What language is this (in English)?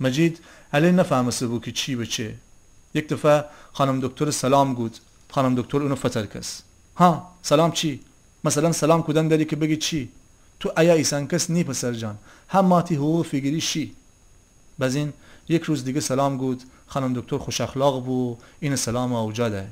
Gilaki